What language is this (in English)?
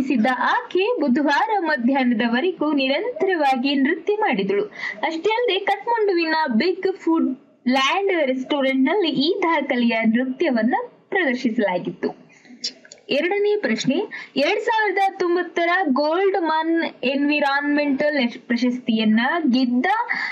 Kannada